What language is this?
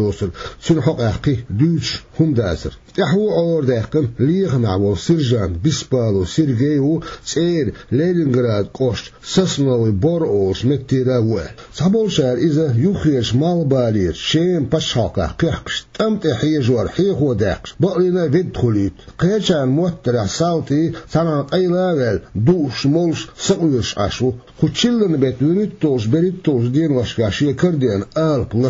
Chechen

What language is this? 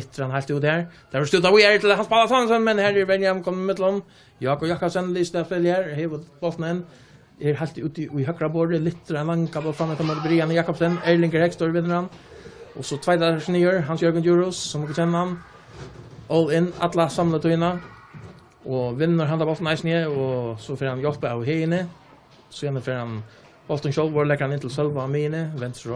Faroese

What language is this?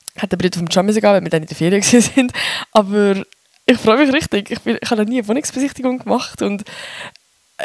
Swiss German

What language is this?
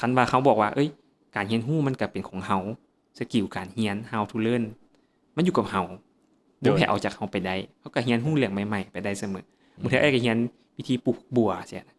Lao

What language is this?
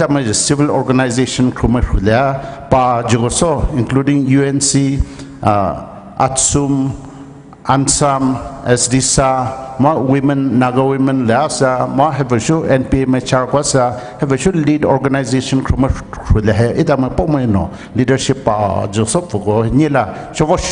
Poumei Naga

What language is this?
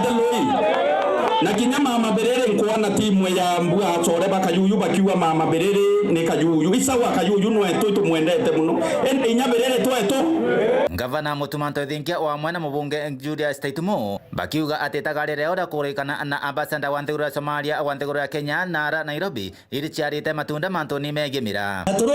Meru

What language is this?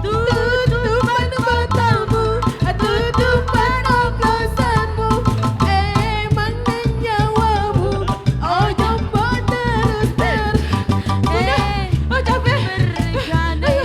Musi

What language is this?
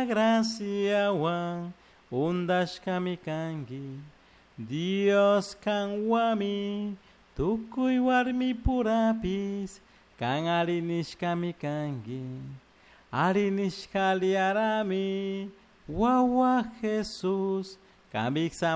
Chimborazo Highland Quichua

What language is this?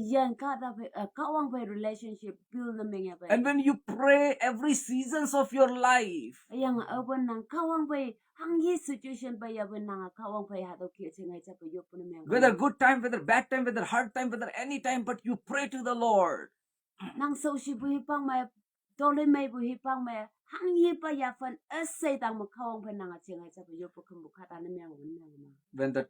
Konyak Naga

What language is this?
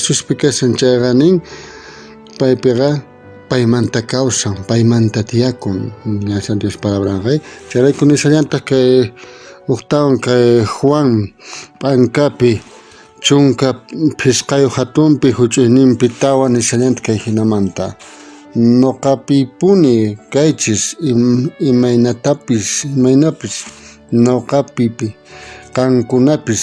South Bolivian Quechua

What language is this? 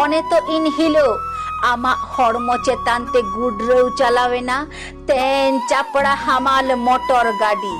Santali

